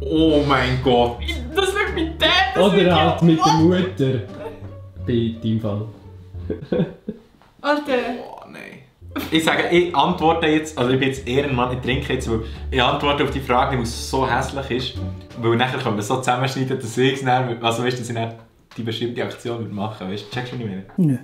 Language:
Swiss German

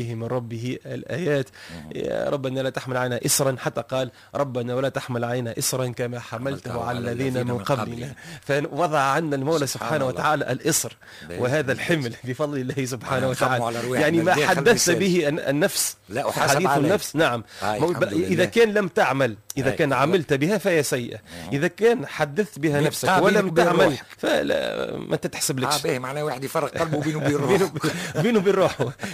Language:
Tunisian Arabic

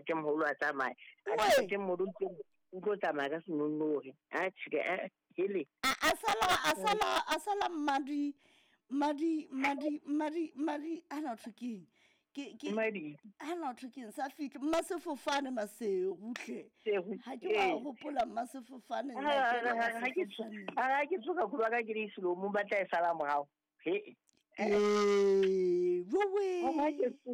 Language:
Southern Sotho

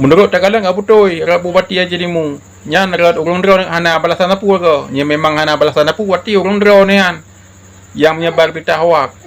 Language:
Achinese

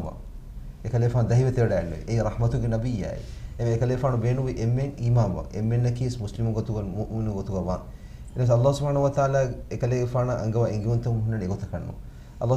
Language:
Divehi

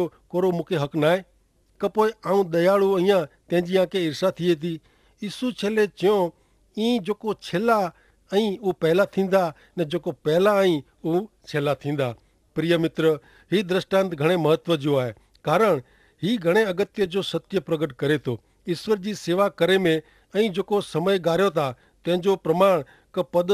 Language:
Kachhi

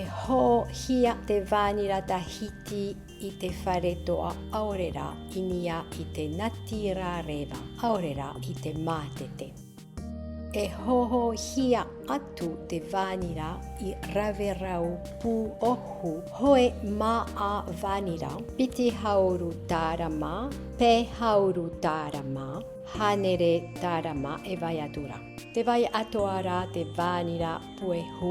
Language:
Tahitian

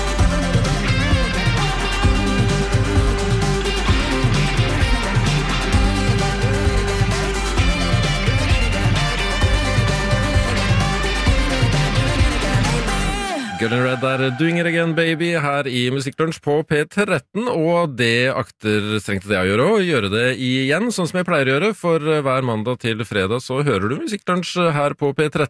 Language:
Norwegian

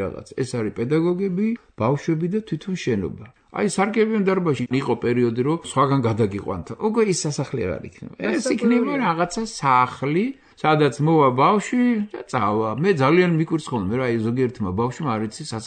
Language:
Georgian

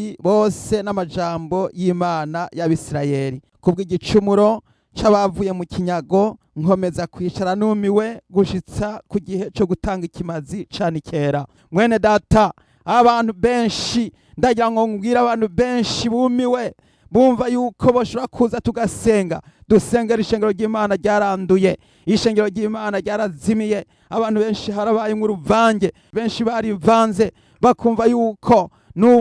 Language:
Rundi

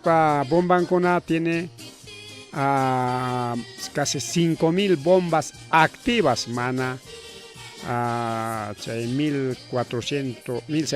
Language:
Ayacucho Quechua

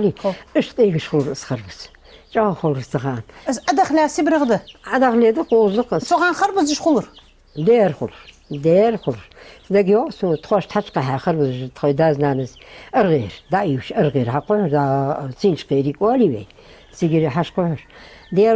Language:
Ingush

